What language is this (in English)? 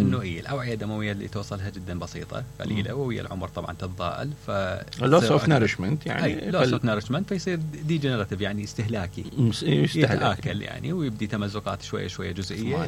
Mesopotamian Arabic